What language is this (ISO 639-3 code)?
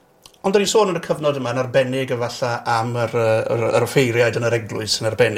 cym